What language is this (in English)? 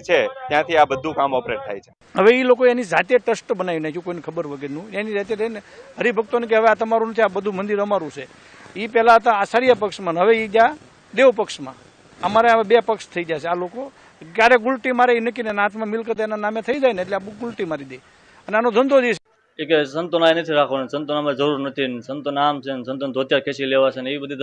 Gujarati